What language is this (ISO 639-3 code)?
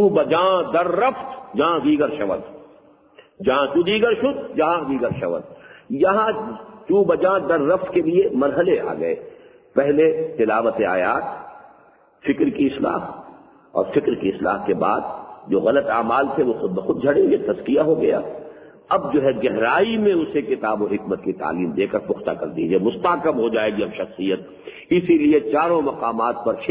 urd